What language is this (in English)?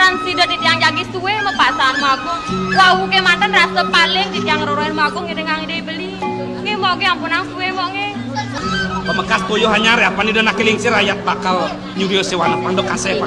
Balinese